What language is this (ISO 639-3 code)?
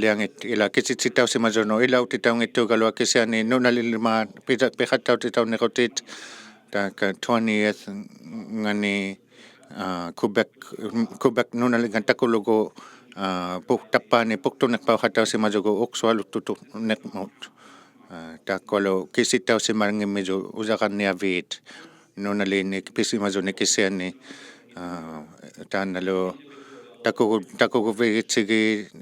iku